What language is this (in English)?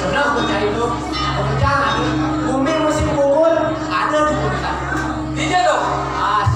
Balinese